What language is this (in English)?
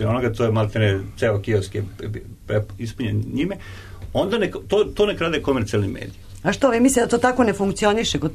Serbian